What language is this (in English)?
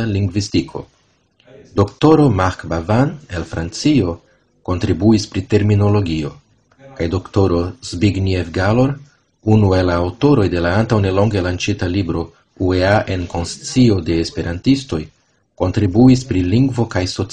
Esperanto